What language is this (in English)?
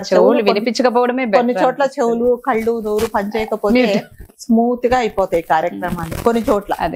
Telugu